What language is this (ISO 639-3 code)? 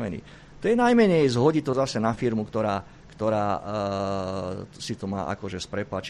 slk